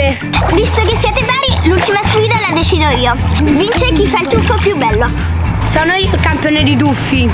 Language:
Italian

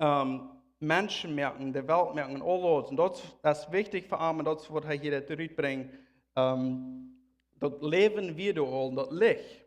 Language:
Plautdietsch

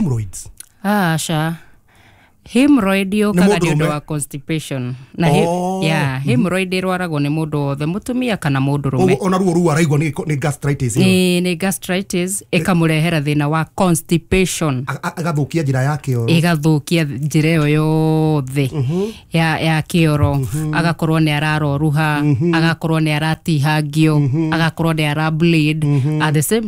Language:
Kikuyu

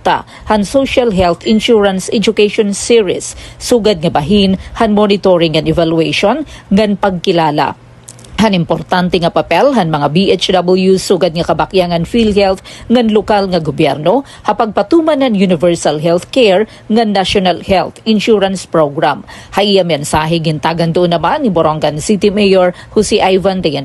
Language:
Waray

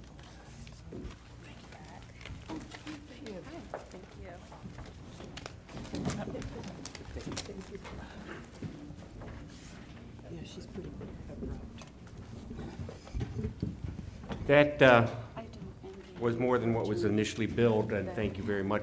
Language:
English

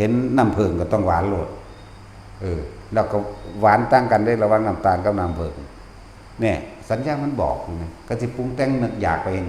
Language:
Lao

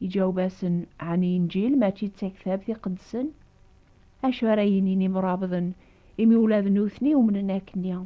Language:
Kabyle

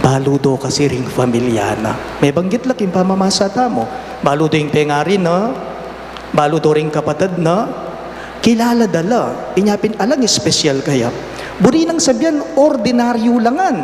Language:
Pampanga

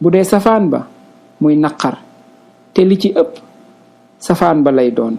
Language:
Wolof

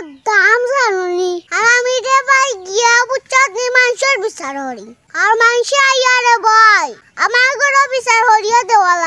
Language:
Sylheti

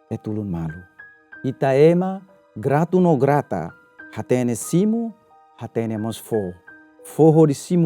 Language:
Tetum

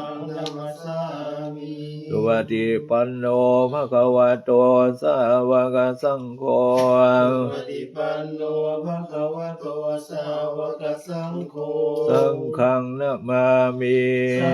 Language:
Pali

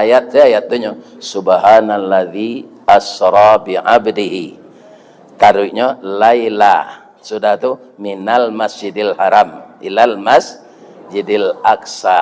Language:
Minangkabau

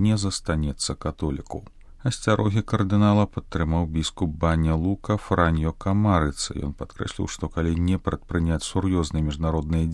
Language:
Belarusian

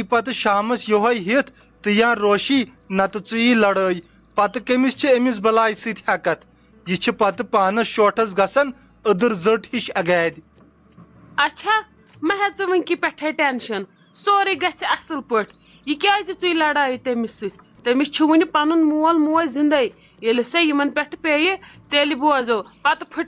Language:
Kashmiri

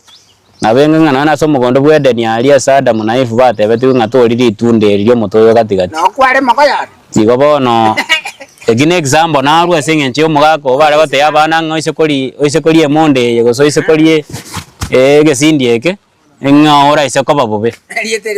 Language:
Gusii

